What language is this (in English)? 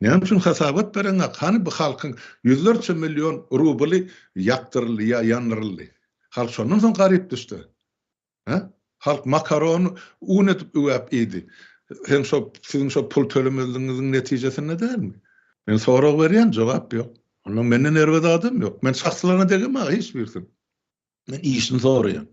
Turkmen